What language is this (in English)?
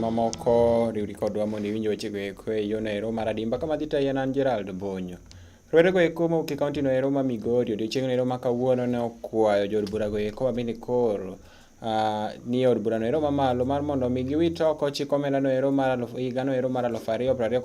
Luo (Kenya and Tanzania)